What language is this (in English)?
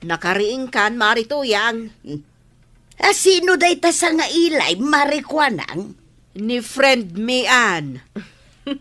Iloko